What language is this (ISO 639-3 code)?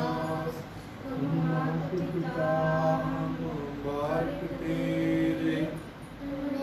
pan